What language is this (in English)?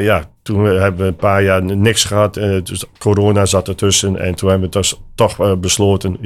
Dutch